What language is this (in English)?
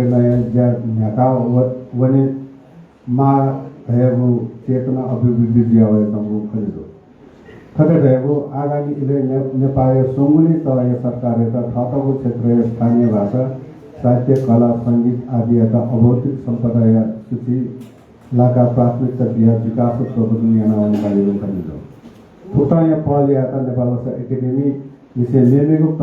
Newari